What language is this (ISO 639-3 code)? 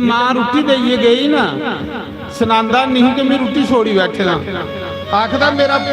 doi